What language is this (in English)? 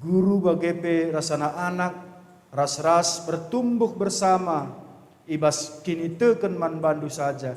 Batak Karo